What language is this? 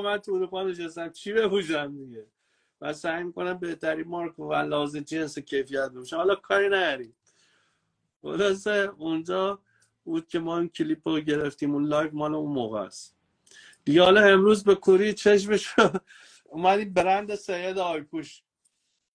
Persian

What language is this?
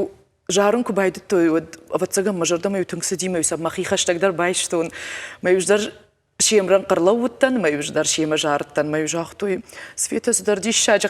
Ossetic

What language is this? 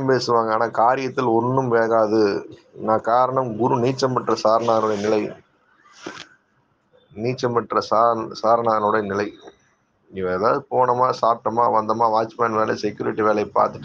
Tamil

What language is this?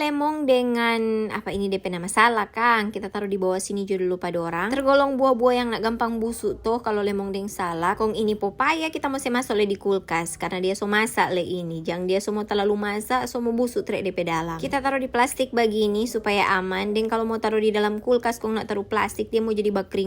Manado Malay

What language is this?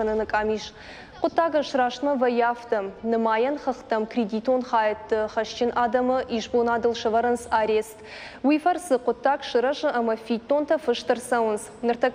Ossetic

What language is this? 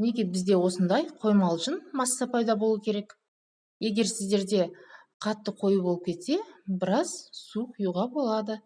Kazakh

